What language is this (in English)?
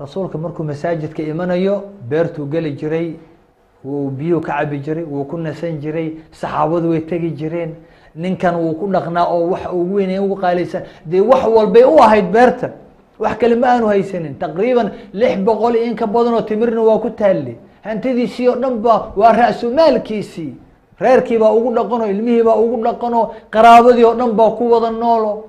Somali